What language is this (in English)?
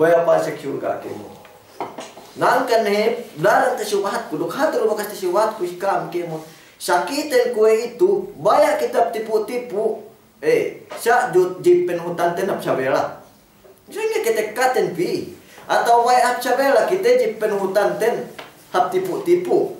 Yakan